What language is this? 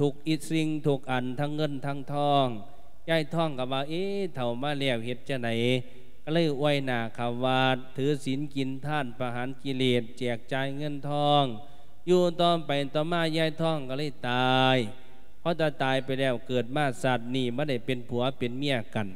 Lao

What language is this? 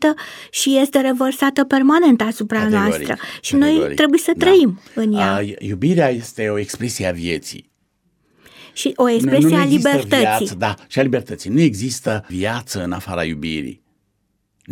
Romanian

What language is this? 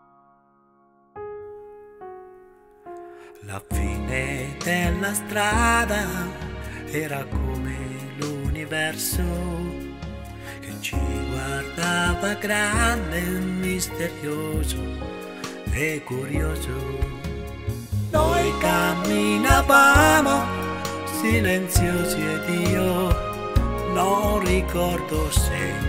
Italian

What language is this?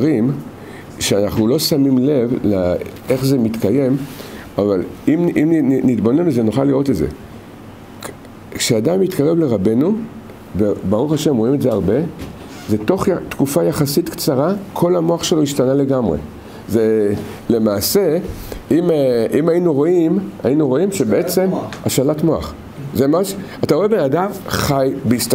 Hebrew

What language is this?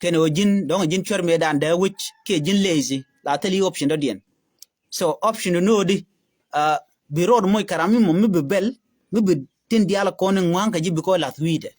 Nuer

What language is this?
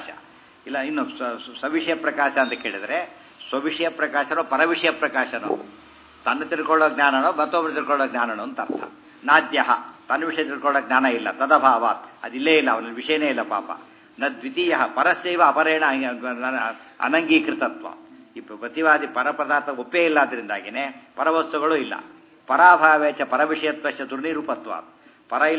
Kannada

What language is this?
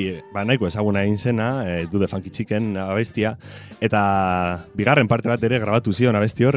Basque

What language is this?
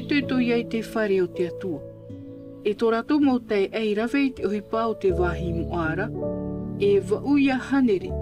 Tahitian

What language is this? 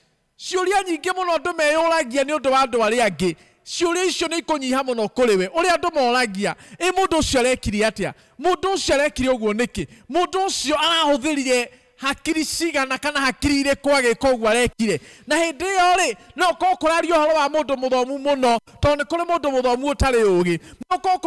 Kikuyu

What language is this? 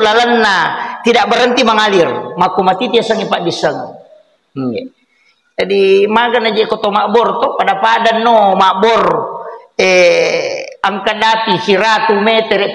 Buginese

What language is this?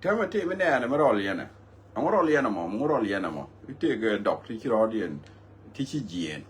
Nuer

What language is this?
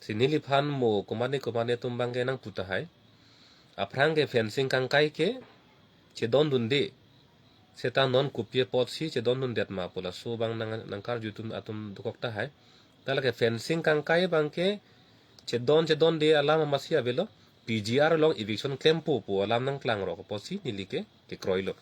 Karbi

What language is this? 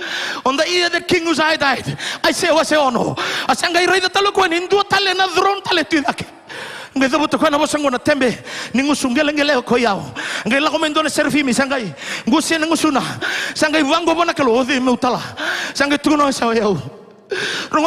Fijian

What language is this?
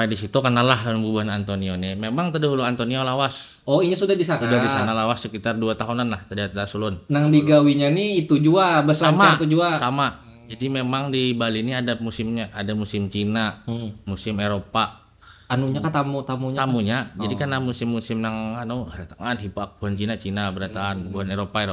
Banjar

